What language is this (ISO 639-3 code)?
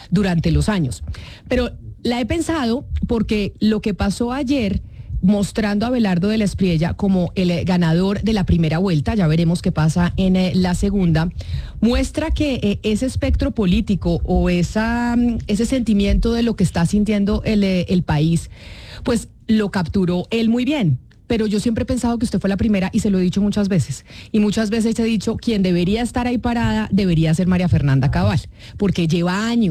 spa